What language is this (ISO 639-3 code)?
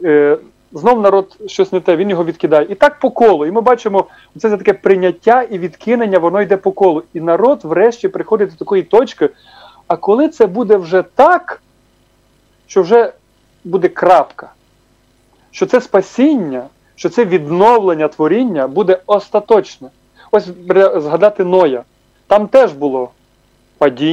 ukr